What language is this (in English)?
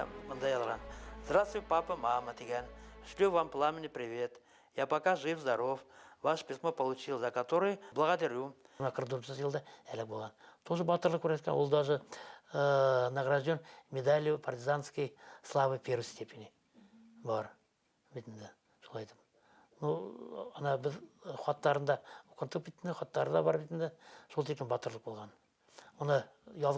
Bashkir